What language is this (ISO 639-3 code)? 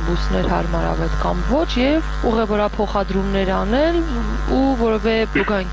hye